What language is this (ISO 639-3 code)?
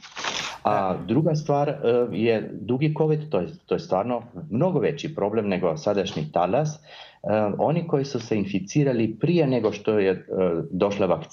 srp